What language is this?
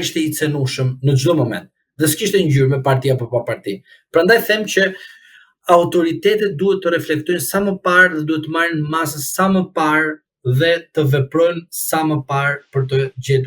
Albanian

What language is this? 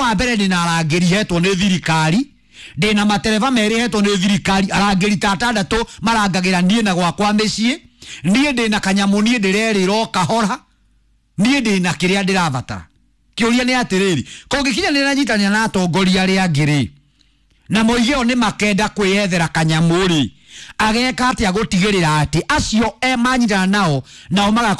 Kikuyu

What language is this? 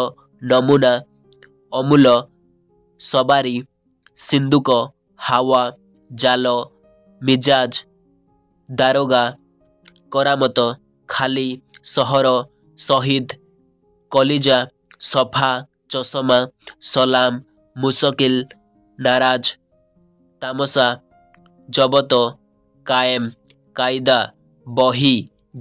Odia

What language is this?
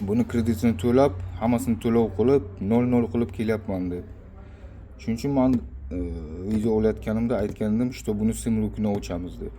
Uzbek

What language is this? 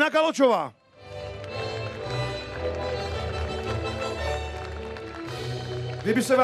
Czech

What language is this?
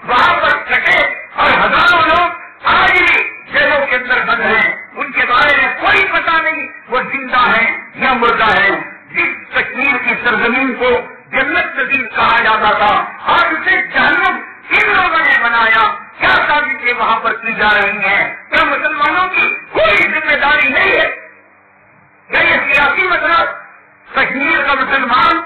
Urdu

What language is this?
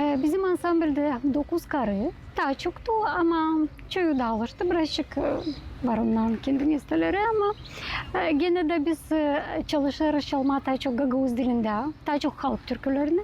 Gagauz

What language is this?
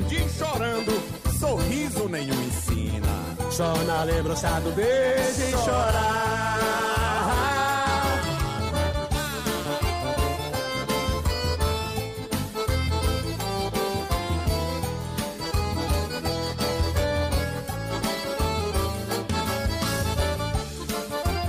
Portuguese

